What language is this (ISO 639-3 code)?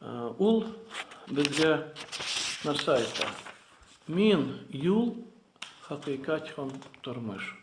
tat